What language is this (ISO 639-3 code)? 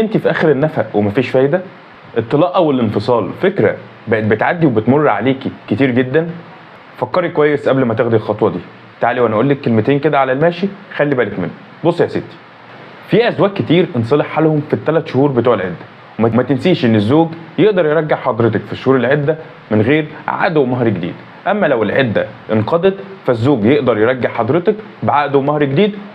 arz